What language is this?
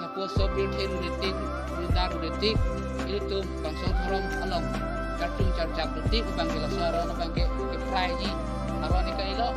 Karbi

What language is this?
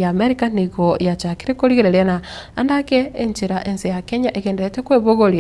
Gusii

